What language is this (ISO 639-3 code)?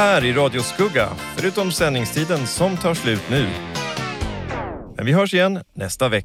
swe